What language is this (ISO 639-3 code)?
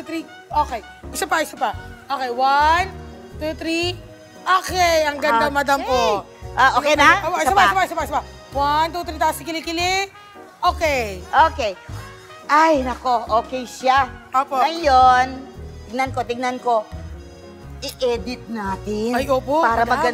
fil